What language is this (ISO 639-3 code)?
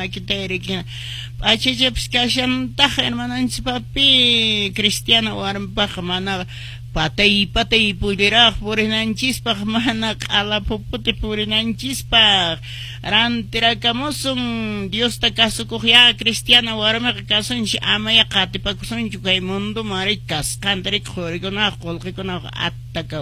que